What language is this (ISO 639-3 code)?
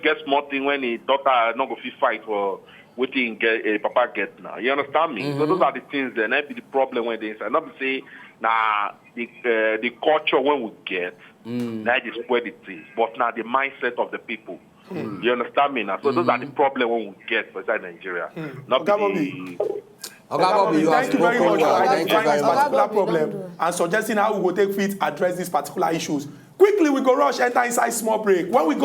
pcm